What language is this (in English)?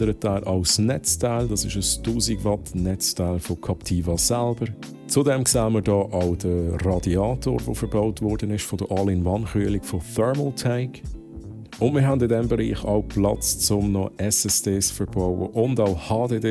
Swiss German